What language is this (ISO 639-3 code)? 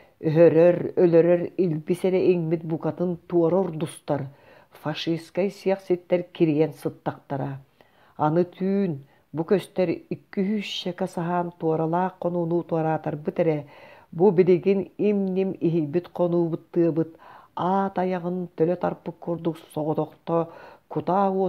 sah